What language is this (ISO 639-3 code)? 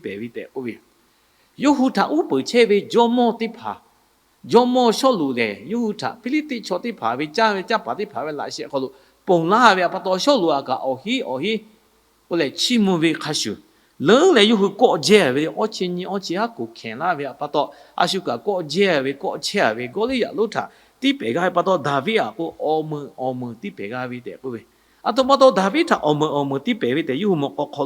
lhu